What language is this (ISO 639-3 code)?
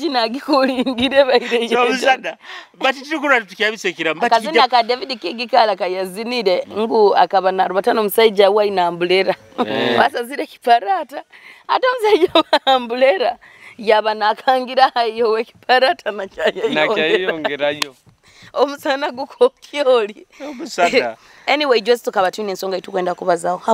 nyo